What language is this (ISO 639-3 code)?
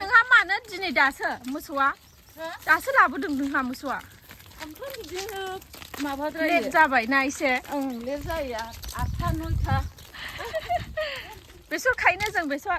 brx